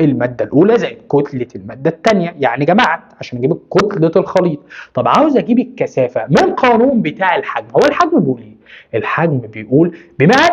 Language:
Egyptian Arabic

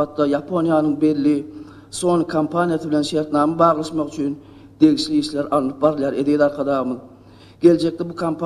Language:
Turkmen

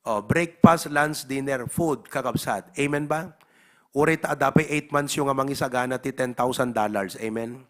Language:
Iloko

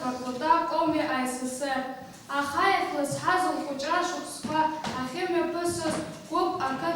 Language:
Abkhazian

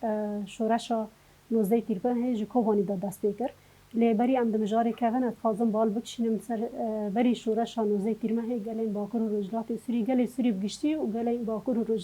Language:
Kurdish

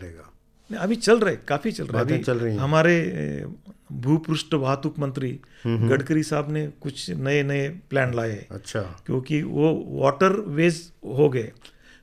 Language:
Hindi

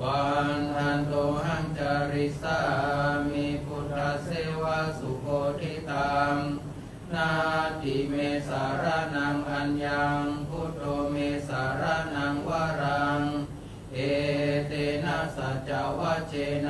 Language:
Pali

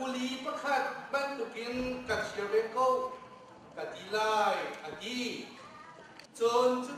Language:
Hakha Chin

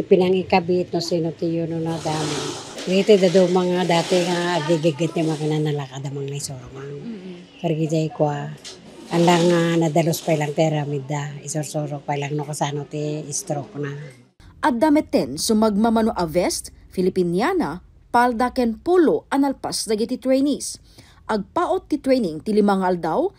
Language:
Iloko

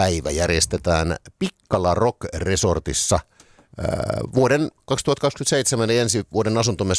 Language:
Finnish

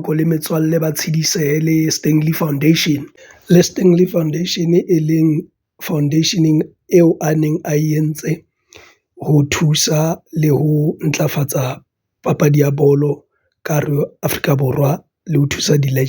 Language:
Southern Sotho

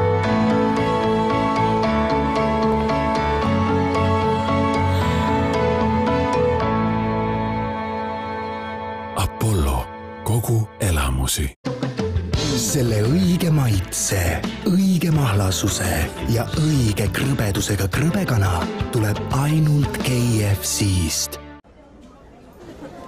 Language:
Estonian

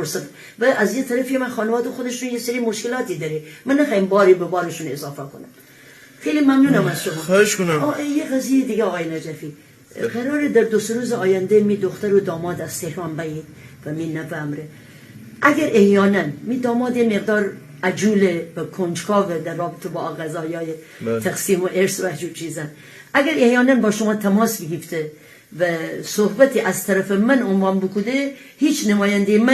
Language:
Gilaki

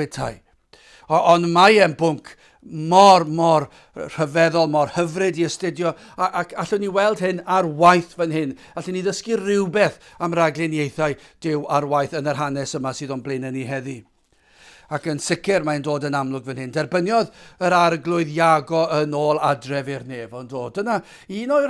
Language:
Welsh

